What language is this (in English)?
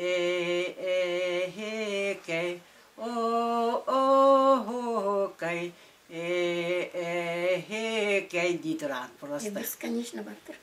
Yakut